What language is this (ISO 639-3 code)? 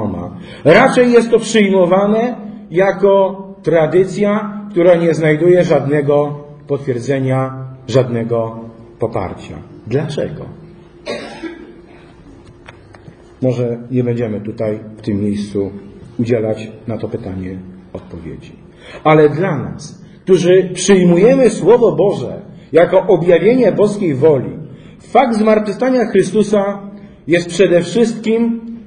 pol